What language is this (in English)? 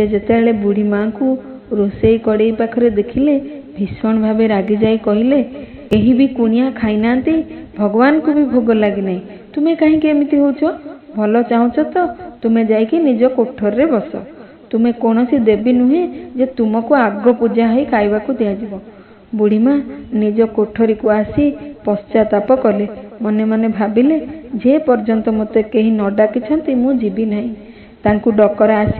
Odia